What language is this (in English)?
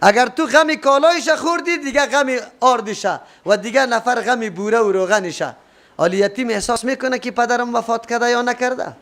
Persian